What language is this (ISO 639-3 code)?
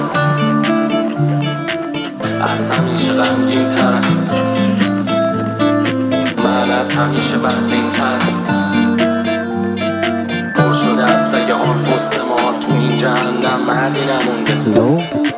fas